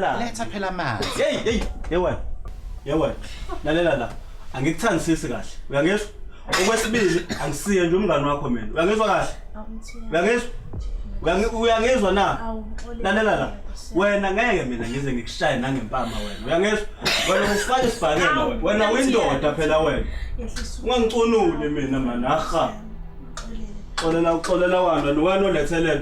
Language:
Zulu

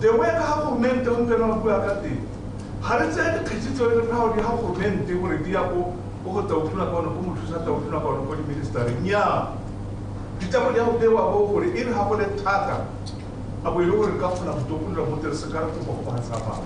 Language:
Tswana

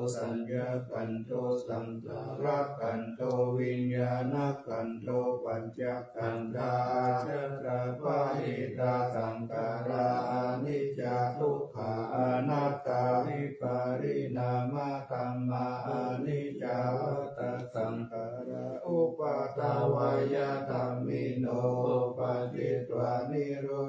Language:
Pali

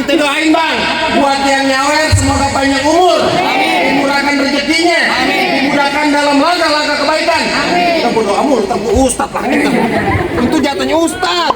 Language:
Betawi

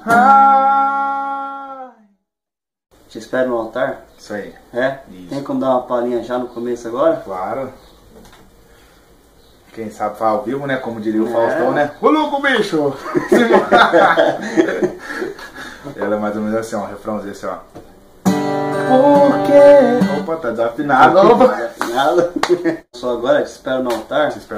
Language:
Portuguese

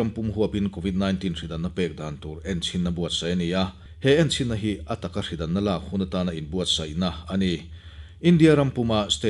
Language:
Mizo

